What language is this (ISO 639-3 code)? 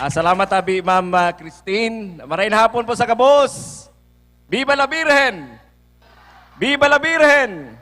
bik